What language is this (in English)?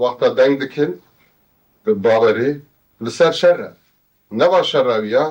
Kurdish